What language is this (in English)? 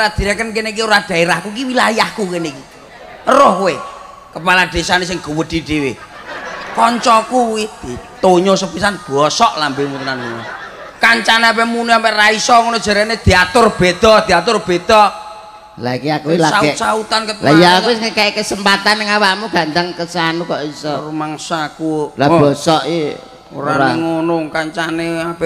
Javanese